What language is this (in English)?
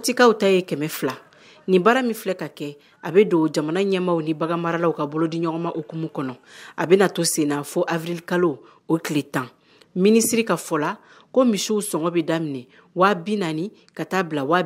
Bambara